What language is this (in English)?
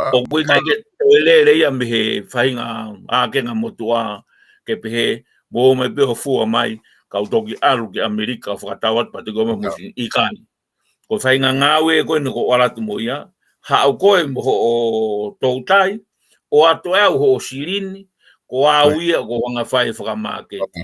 Tongan